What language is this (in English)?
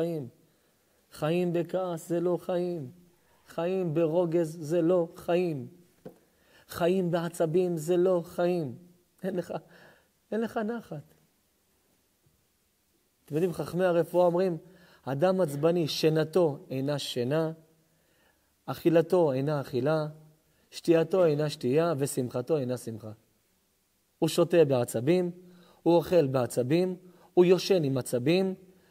Hebrew